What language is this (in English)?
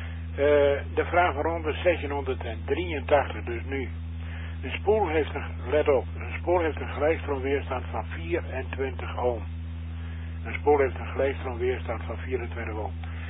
Dutch